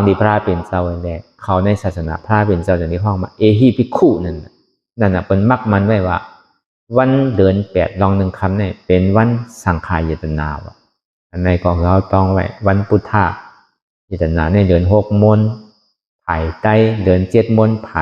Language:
Shan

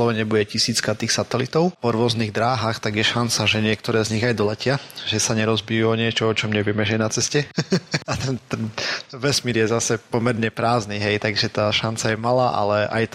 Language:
Slovak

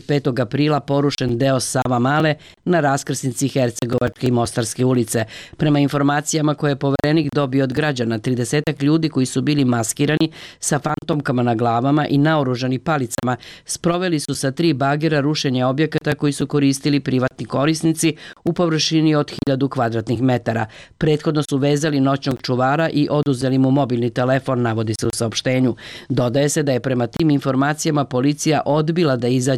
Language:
Serbian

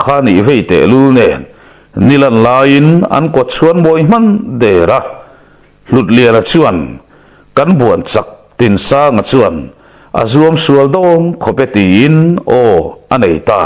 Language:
Mizo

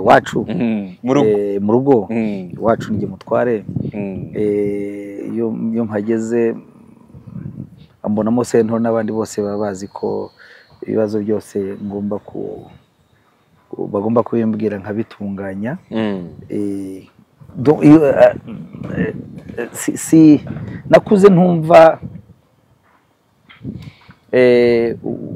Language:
Kinyarwanda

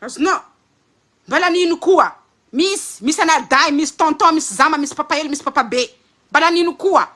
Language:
Malagasy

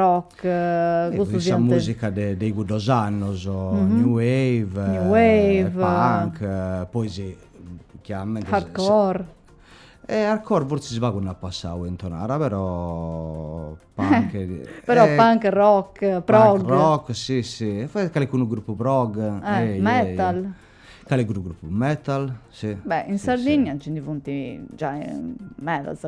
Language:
Sardinian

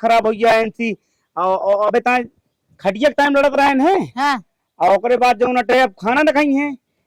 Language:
Awadhi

